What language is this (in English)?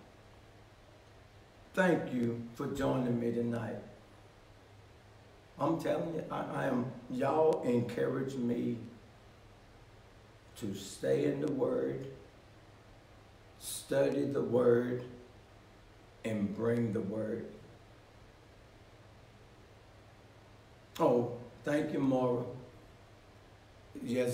English